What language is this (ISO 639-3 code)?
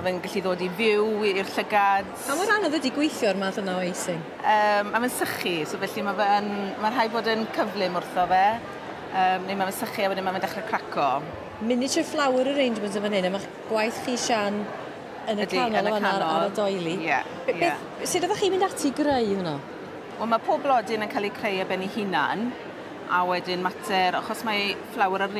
cym